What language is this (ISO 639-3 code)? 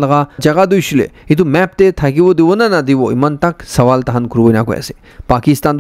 nag